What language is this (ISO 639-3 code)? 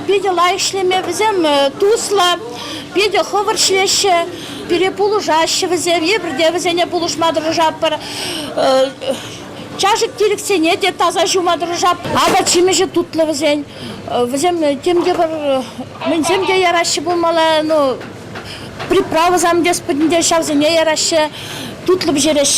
chv